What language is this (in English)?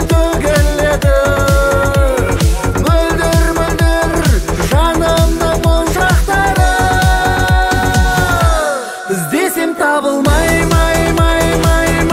Kazakh